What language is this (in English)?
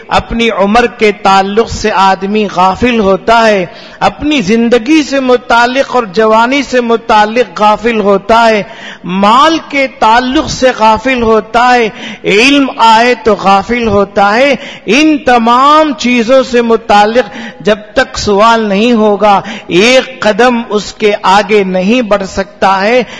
Urdu